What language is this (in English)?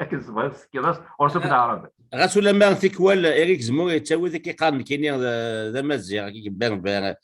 Kabyle